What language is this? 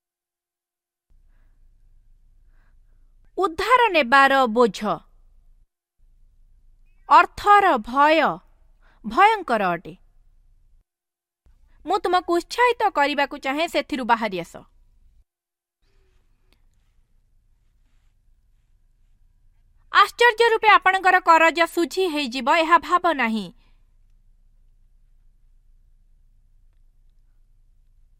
Odia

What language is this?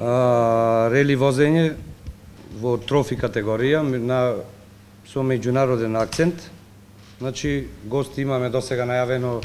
Macedonian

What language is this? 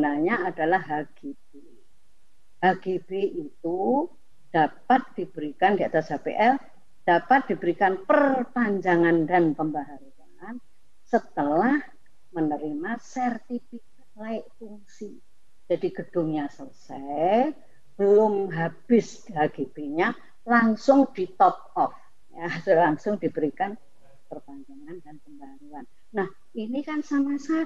Indonesian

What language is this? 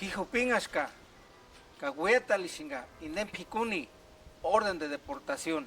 Purepecha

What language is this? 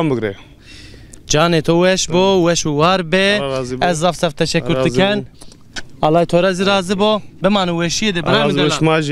Zaza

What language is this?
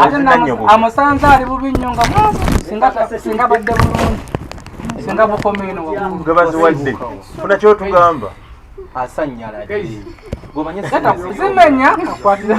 Ganda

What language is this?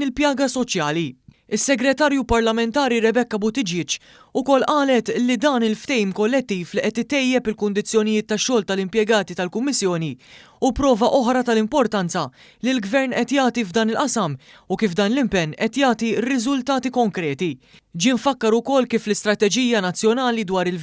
Maltese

